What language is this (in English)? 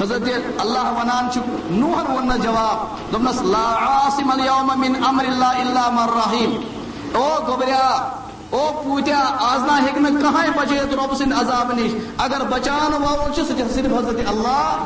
Kashmiri